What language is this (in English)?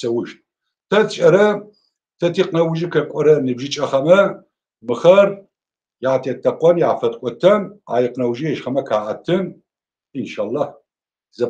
Adyghe